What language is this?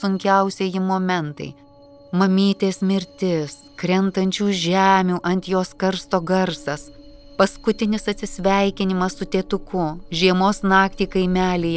Lithuanian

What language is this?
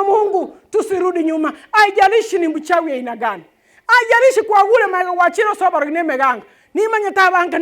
Gusii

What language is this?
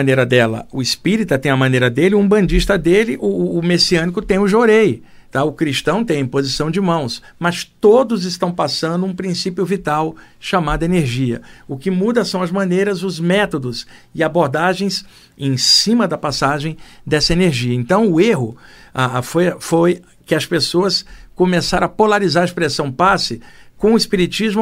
Portuguese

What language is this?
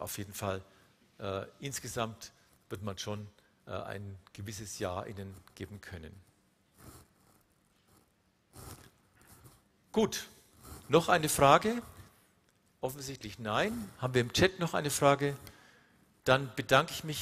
German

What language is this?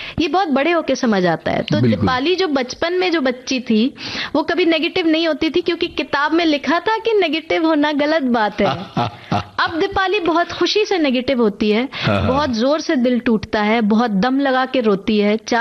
Hindi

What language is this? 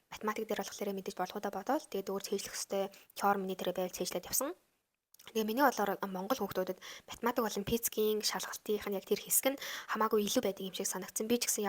Mongolian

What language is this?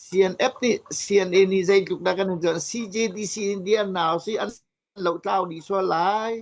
Hakha Chin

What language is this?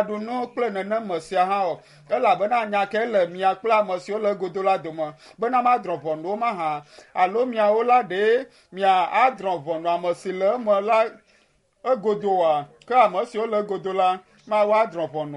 Ewe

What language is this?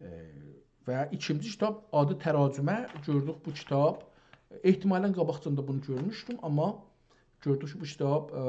South Azerbaijani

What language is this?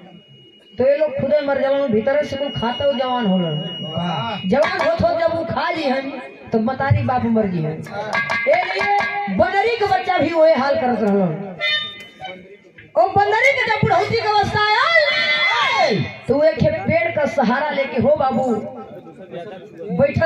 Bhojpuri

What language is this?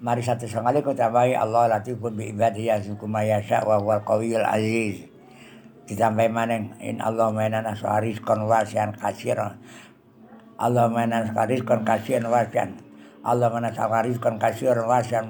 Javanese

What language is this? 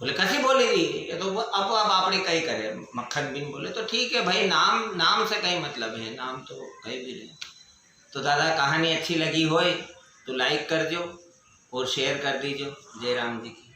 Rajasthani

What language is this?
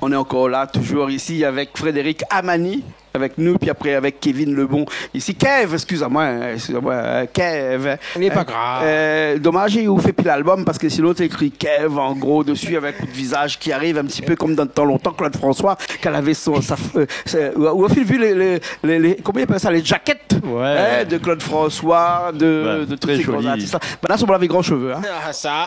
Réunion Creole French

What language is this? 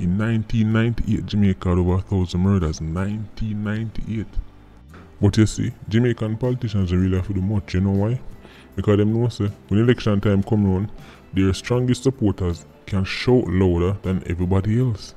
Jamaican Creole English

